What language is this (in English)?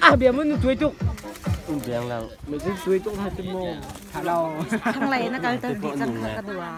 Hakha Chin